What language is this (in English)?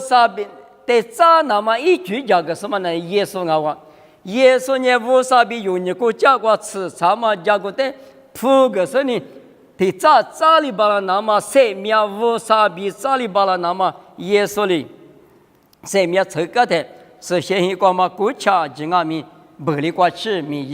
Lisu